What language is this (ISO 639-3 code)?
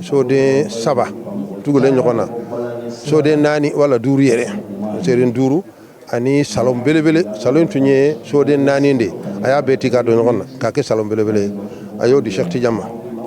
bam